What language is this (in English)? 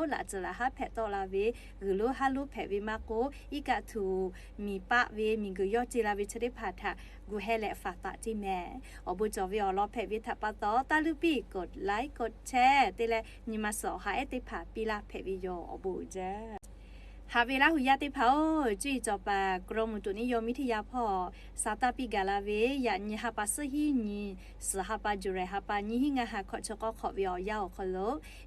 Lahu